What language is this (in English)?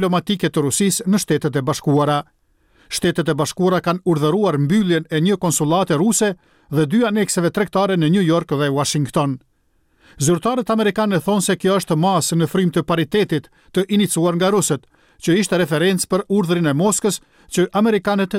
Albanian